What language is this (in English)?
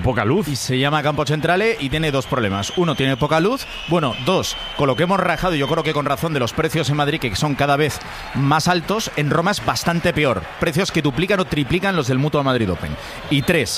Spanish